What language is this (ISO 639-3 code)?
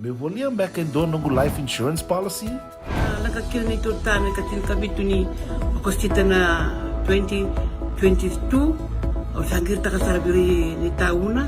fij